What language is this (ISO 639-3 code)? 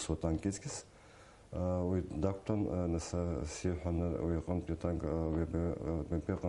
abk